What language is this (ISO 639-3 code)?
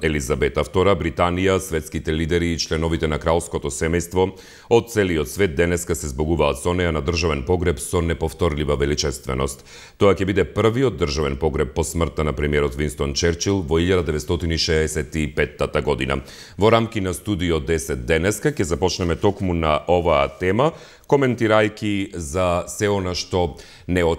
mkd